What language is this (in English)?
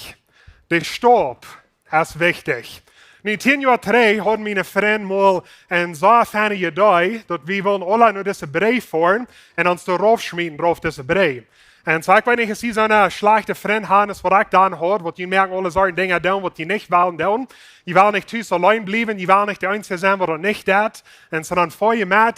Plautdietsch